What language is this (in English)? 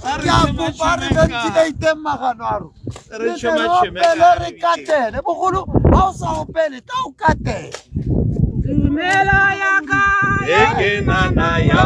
Tswana